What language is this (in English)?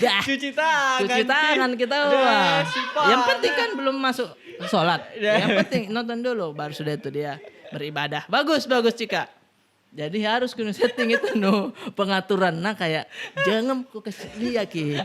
Makassar Malay